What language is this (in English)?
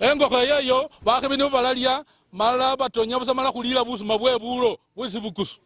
Luyia